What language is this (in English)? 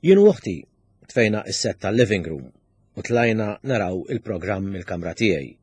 Maltese